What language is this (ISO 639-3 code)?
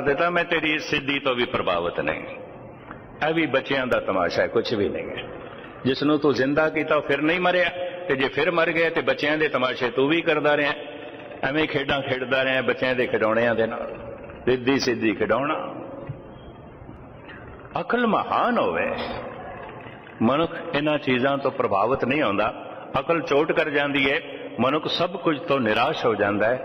pan